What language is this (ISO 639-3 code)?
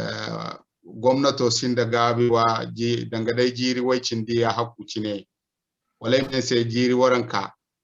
dje